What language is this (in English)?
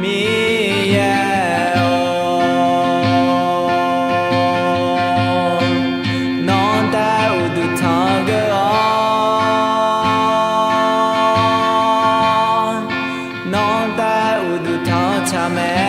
Akha